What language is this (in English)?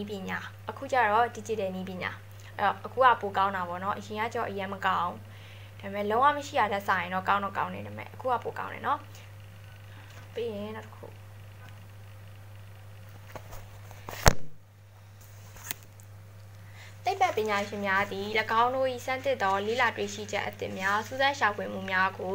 Burmese